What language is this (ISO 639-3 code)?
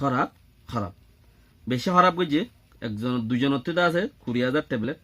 rhg